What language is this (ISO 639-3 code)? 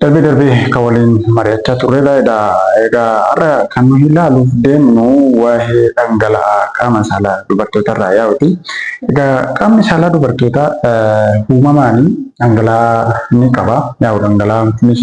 orm